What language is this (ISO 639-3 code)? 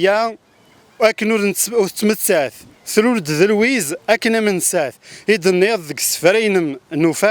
kab